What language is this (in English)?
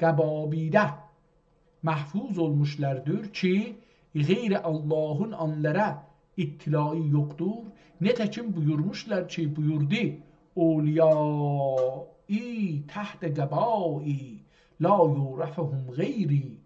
South Azerbaijani